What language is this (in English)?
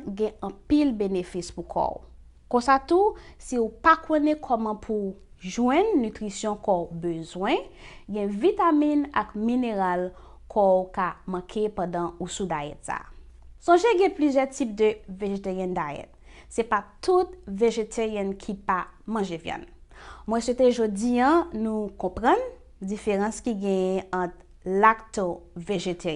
Haitian Creole